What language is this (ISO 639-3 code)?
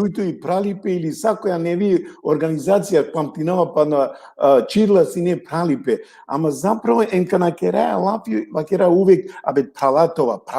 rmn